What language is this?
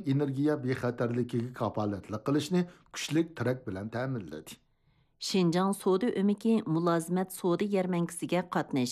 Uyghur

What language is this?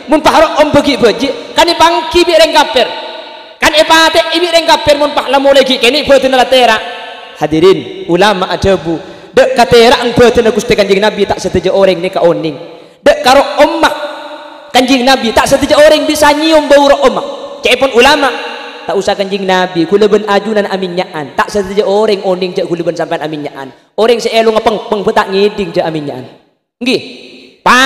Madurese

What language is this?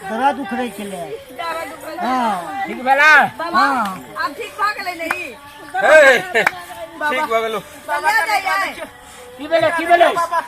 Maithili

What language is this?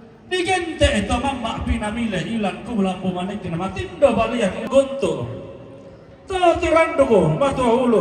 Toraja-Sa'dan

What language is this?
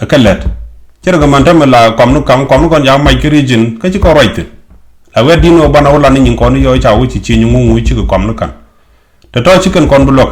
Nuer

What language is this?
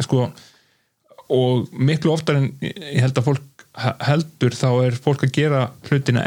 Icelandic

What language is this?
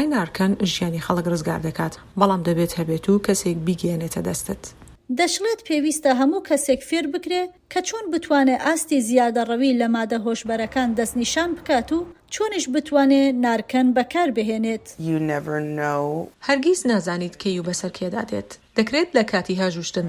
Central Kurdish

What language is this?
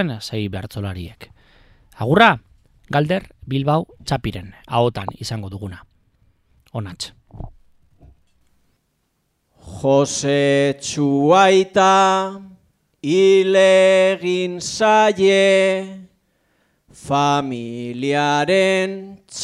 Basque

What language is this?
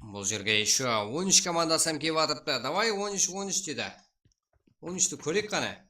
Kara-Kalpak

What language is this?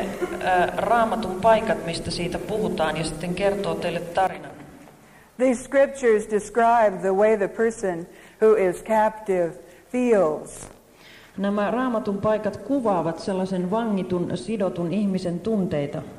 Finnish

